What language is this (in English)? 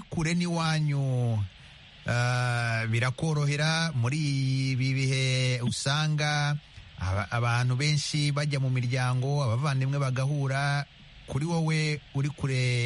Kinyarwanda